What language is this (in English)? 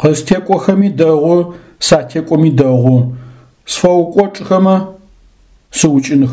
Adyghe